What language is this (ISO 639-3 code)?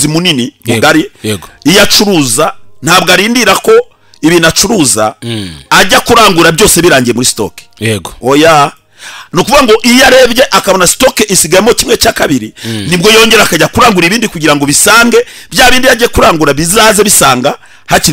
kin